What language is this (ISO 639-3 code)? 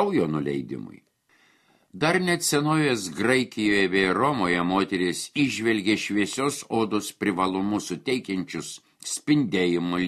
lit